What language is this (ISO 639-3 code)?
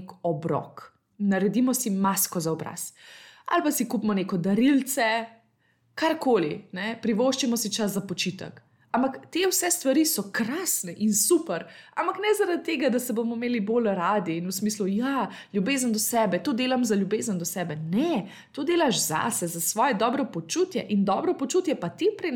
slv